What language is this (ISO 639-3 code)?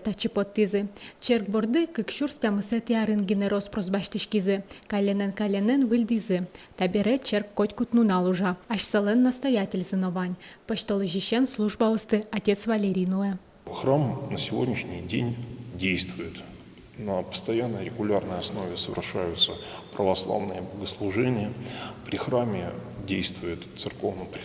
udm